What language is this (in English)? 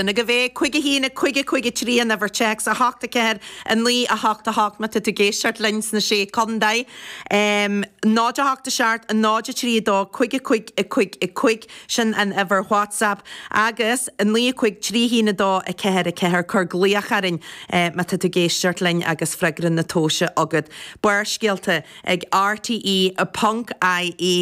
Irish